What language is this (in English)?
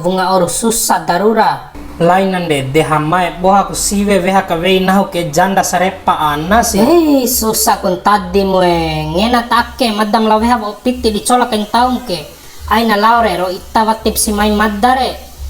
Bima